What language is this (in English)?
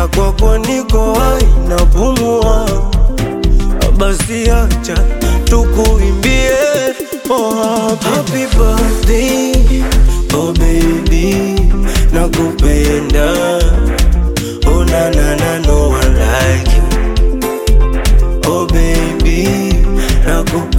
Swahili